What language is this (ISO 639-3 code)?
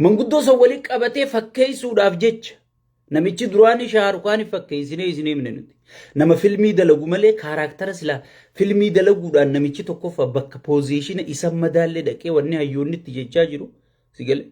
orm